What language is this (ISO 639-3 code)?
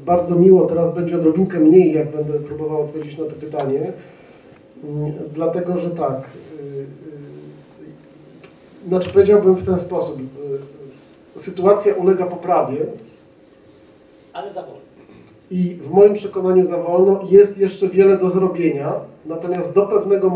pol